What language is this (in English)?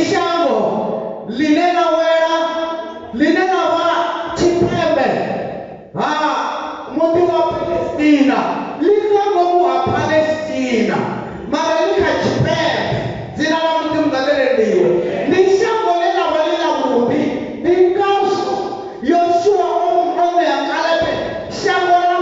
Venda